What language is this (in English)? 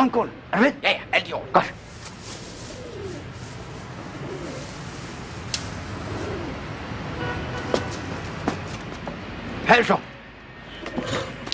Danish